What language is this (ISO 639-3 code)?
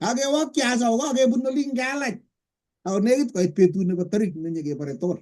kln